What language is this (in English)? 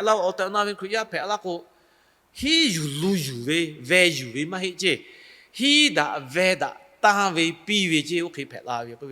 Lahu